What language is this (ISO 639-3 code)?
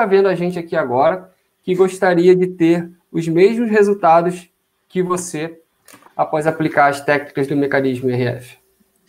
por